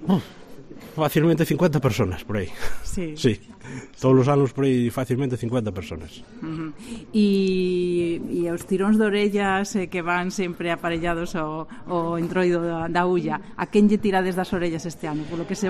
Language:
Galician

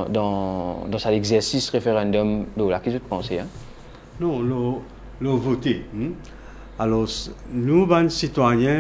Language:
Morisyen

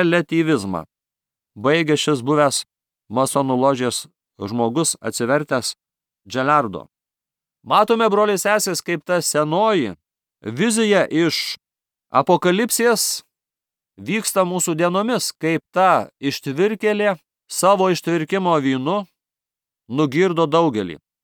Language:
Lithuanian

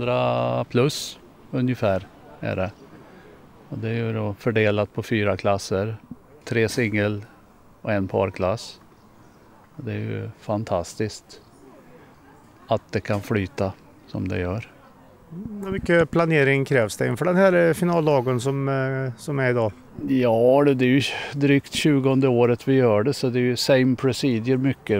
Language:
Swedish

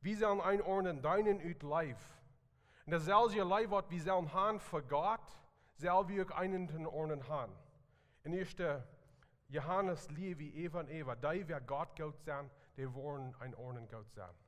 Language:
Plautdietsch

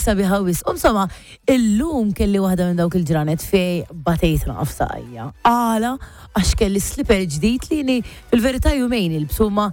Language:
Maltese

